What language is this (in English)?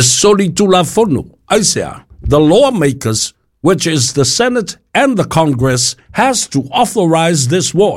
Samoan